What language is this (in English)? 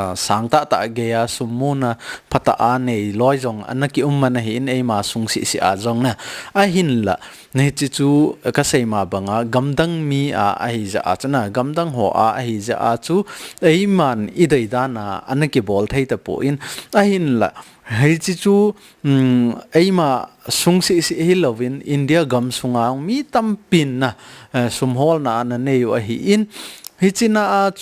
Thado Chin